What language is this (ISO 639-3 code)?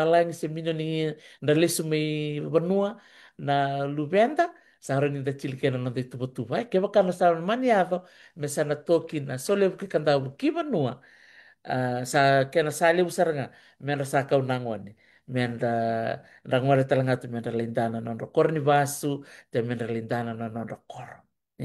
fij